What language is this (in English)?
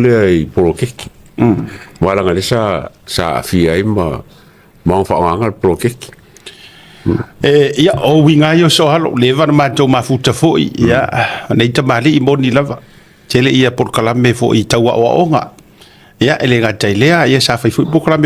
Samoan